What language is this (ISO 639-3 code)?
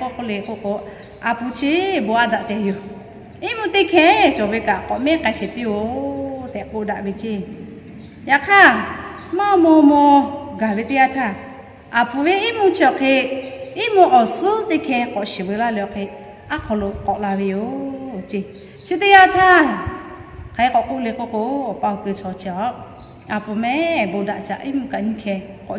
lhu